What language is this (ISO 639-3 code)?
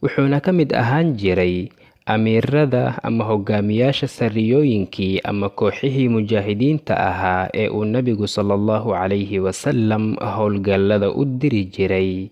som